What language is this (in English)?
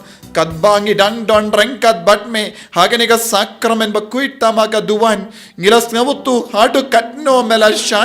Khasi